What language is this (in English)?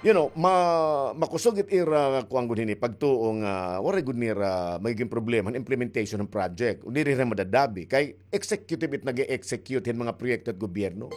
Waray